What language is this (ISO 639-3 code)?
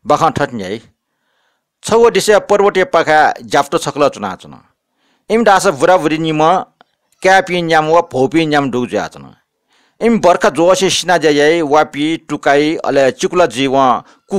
new